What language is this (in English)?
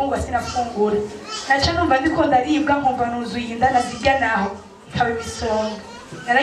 Rundi